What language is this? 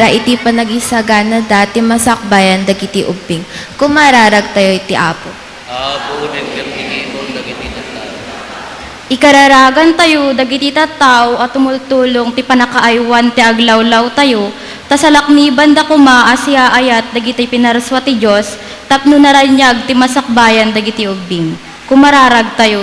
Iloko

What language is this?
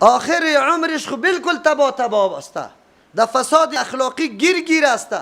Persian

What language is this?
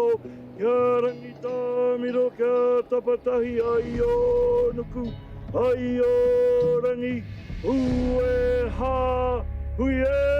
Māori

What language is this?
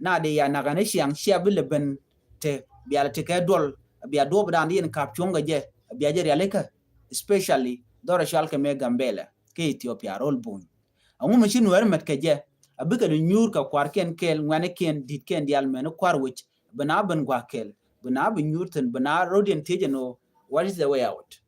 Nuer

